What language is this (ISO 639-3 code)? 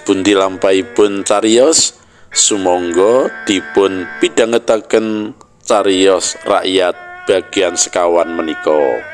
jav